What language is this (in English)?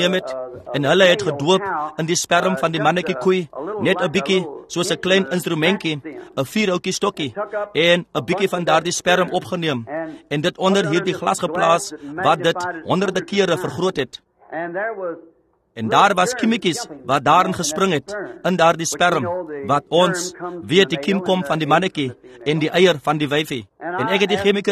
Afrikaans